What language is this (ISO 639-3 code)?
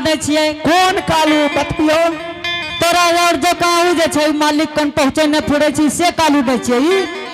anp